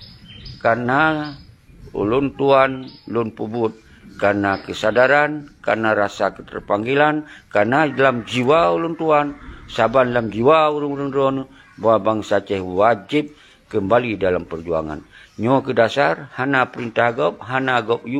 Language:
Achinese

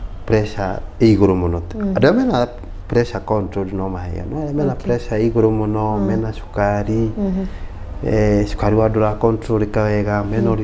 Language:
Kikuyu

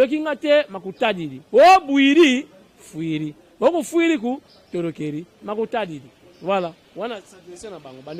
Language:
Lingala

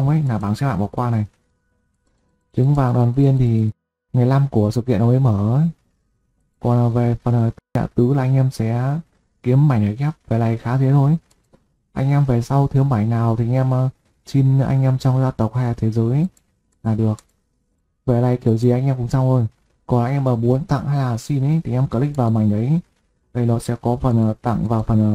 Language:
Vietnamese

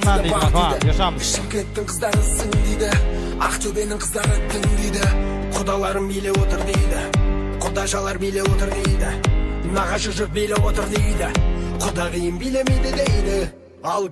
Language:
Kazakh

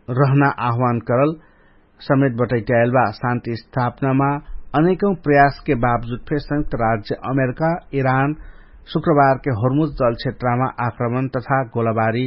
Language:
Dangaura Tharu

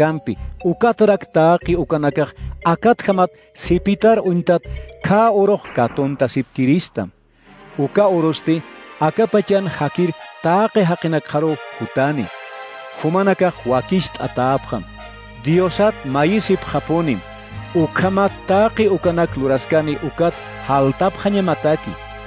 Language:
Aymara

